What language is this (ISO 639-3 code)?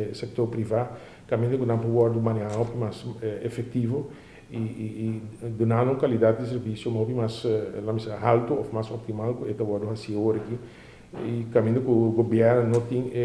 pap